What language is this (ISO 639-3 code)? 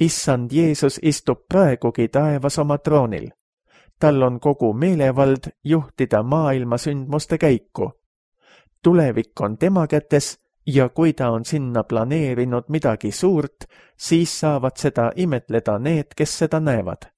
est